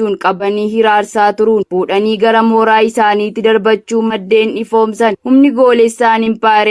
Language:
Oromo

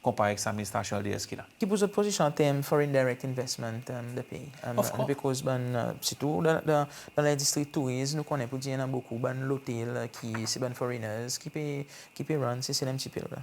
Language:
Seselwa Creole French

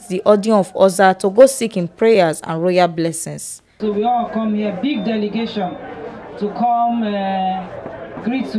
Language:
Nigerian Pidgin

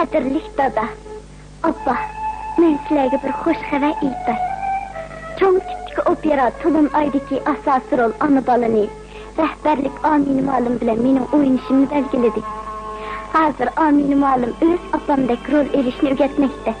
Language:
Uyghur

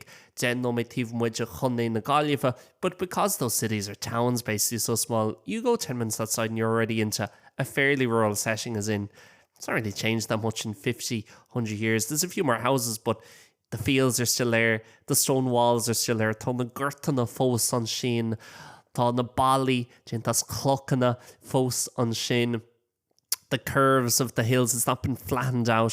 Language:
Irish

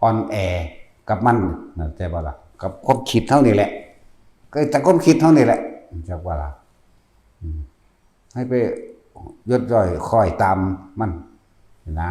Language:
Northeastern Thai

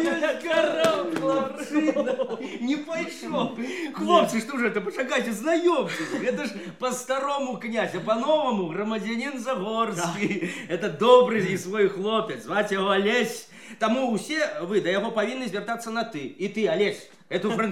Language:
Belarusian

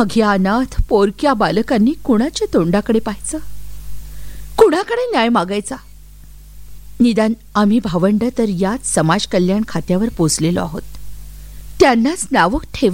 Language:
Marathi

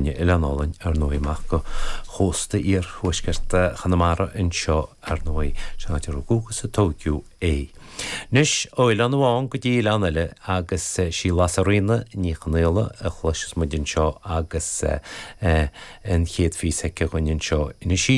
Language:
Irish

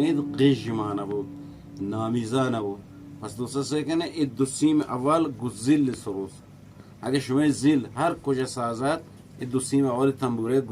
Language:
Eastern Balochi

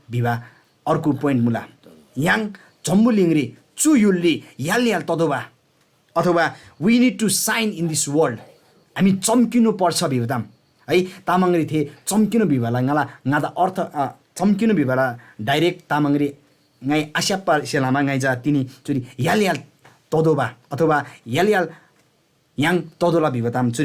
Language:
Eastern Tamang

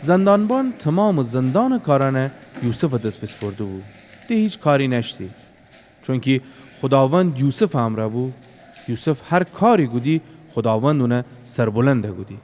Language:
Gilaki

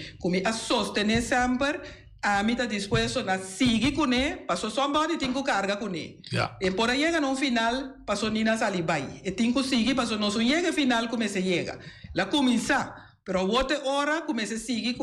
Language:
Papiamento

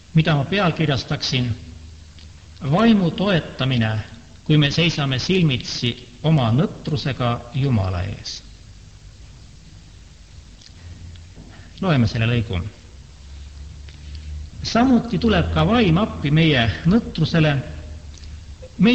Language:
Estonian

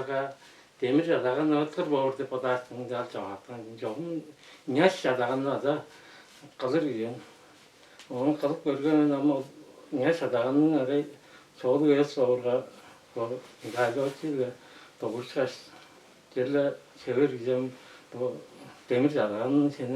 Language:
Tuvinian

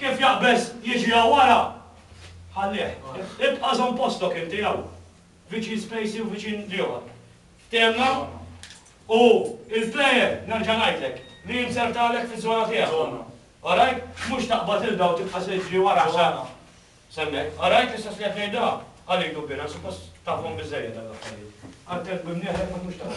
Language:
Maltese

